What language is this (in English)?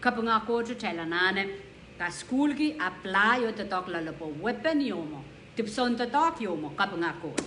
Pohnpeian